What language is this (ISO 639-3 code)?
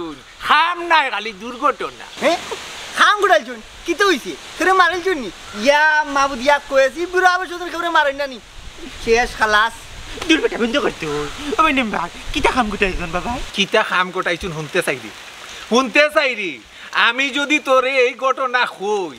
syl